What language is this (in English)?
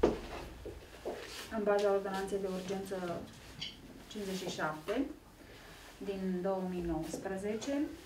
Romanian